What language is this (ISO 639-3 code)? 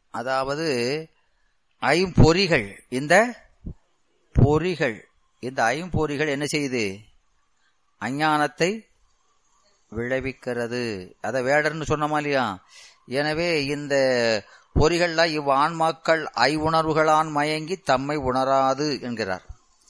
tam